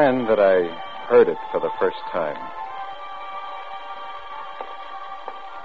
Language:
English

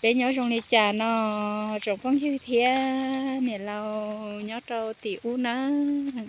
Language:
Hmong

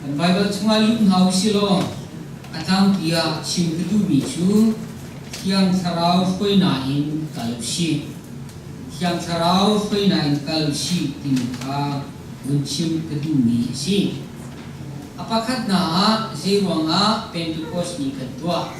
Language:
Hakha Chin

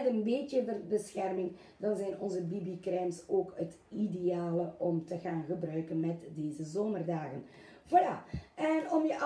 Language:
Dutch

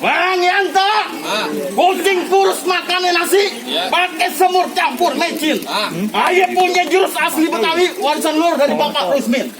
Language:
Betawi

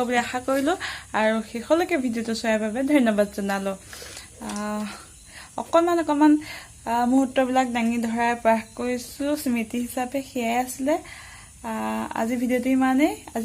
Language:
Assamese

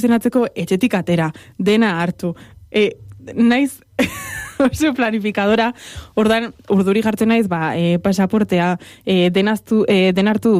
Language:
Basque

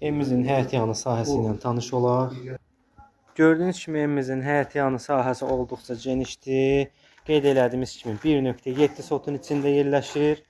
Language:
Azerbaijani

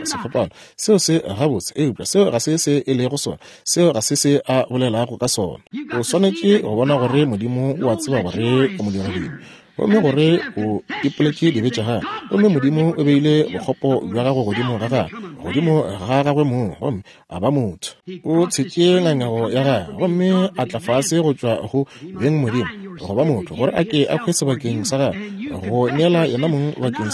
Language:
Northern Sotho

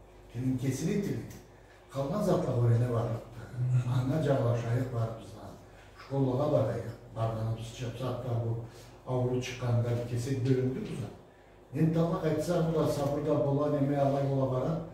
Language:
Karachay-Balkar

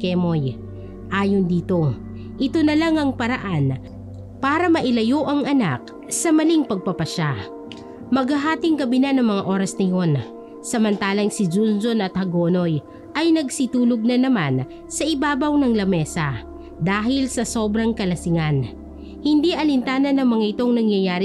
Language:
Filipino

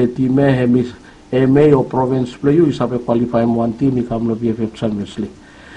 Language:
Bislama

